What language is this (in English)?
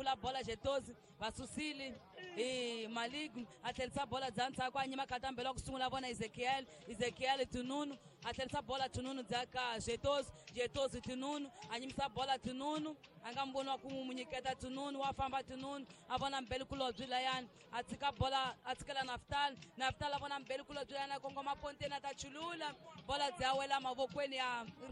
Tsonga